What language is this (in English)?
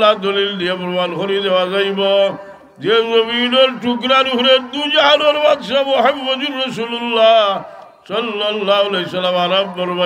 Sylheti